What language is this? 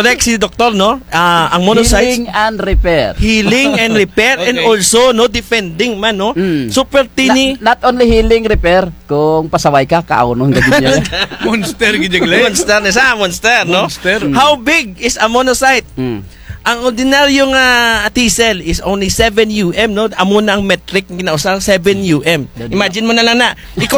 Kinaray-a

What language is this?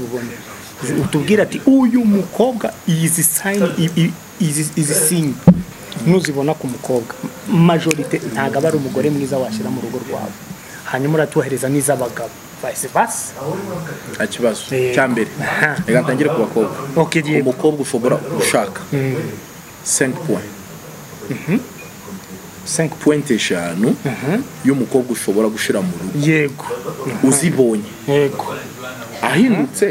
Kinyarwanda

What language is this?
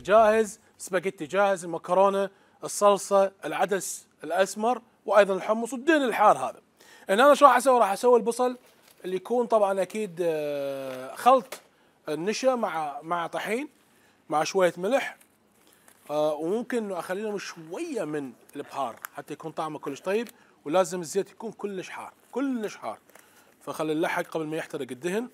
Mesopotamian Arabic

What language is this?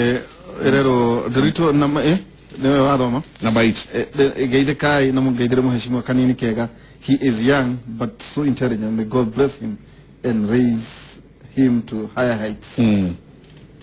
Kikuyu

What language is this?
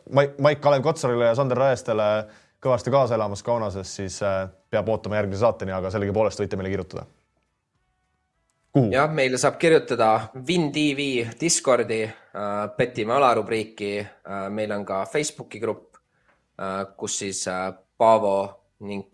Estonian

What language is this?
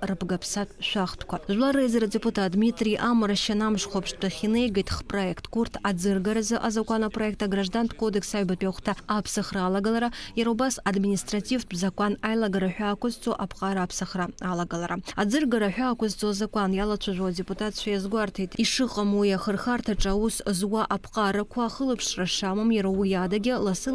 Abkhazian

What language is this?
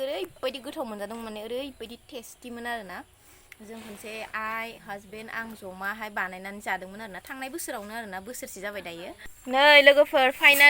Bodo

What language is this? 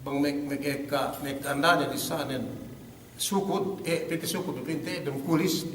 Yakan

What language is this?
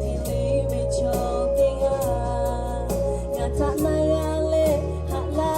Lahu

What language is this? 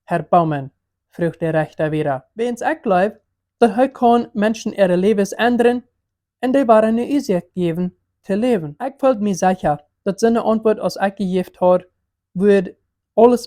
Plautdietsch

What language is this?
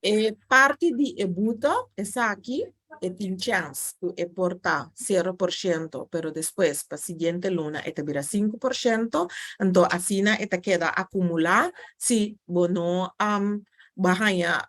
Papiamento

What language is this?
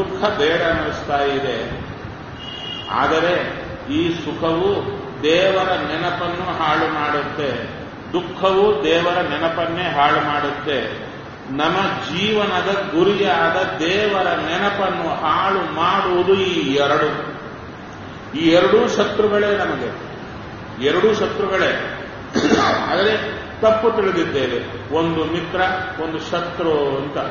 Kannada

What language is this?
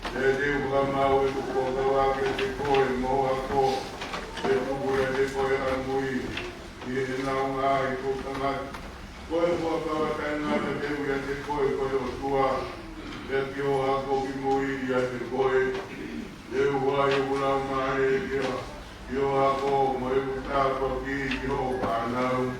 Tongan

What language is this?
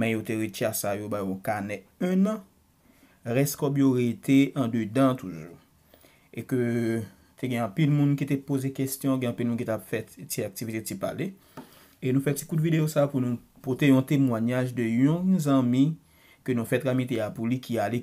Haitian Creole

